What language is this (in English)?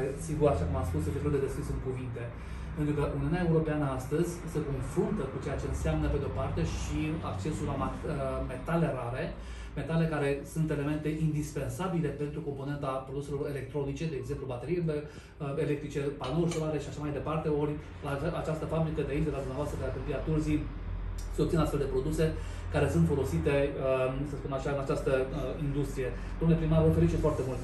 Romanian